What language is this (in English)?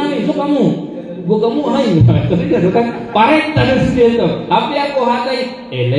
Batak Toba